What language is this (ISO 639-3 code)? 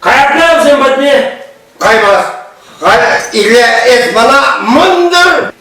chv